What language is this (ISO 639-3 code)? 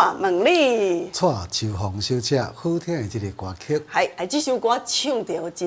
nan